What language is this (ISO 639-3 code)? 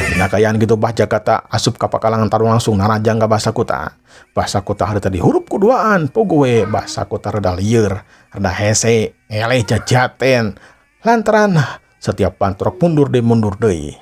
sun